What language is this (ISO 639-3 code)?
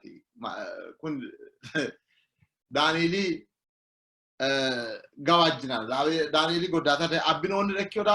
sid